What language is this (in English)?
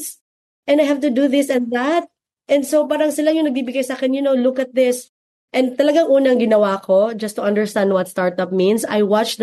Filipino